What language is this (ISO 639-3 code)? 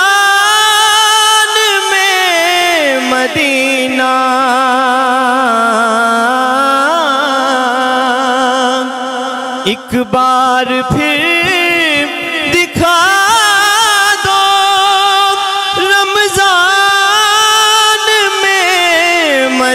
urd